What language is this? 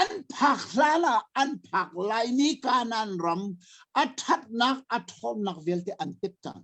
Hakha Chin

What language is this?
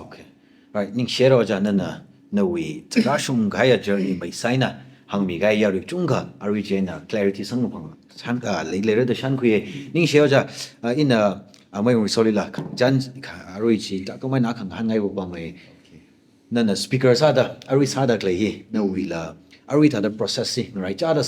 Tangkhul Naga (India)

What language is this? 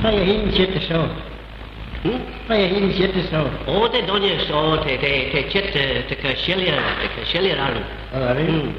Manx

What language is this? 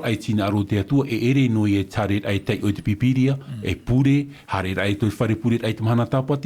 Tahitian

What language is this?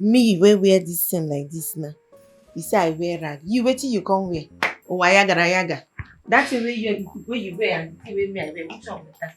Nigerian Pidgin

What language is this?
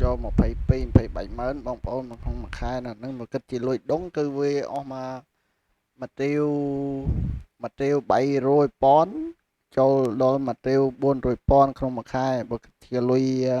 Khmer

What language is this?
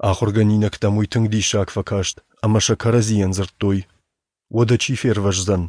Ossetic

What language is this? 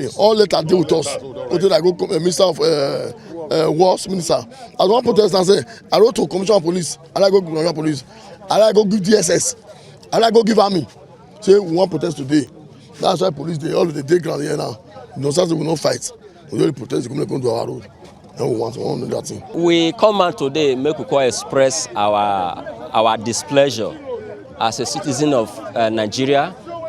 Nigerian Pidgin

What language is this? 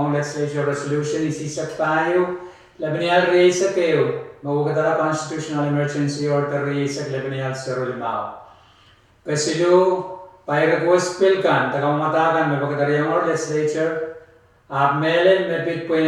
Pohnpeian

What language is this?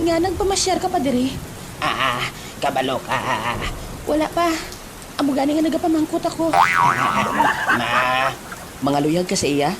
Hiligaynon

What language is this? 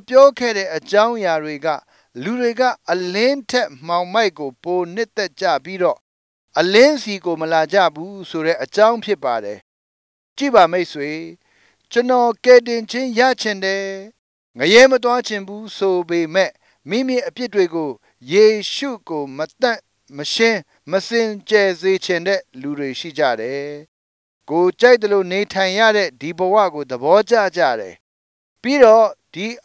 Burmese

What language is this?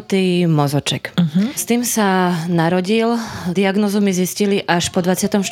Slovak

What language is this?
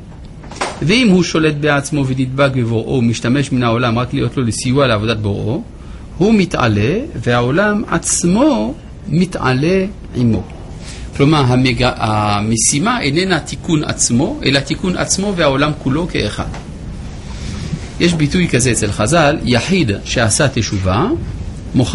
Hebrew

